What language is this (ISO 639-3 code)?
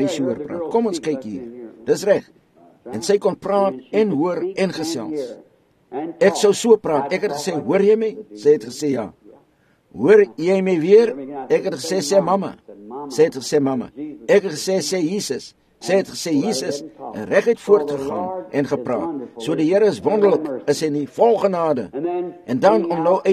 afr